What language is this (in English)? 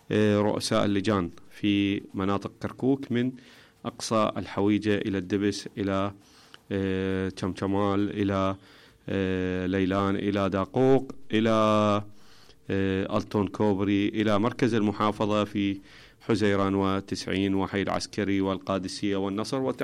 Mesopotamian Arabic